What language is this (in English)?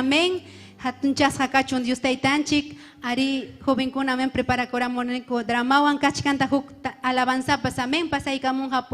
Ayacucho Quechua